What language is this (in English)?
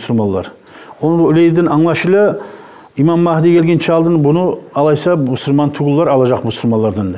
Kumyk